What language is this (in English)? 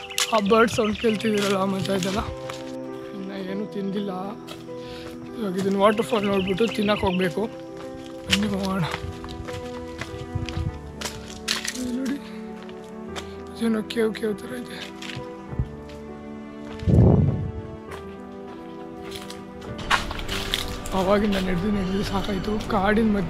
Kannada